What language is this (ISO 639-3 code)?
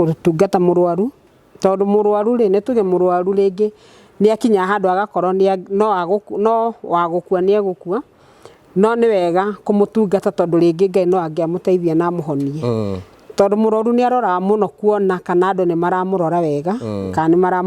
kik